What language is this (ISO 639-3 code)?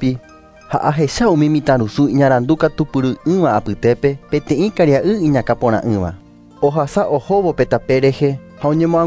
grn